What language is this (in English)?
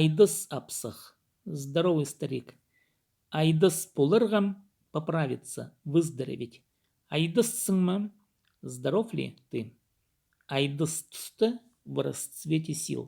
Khakas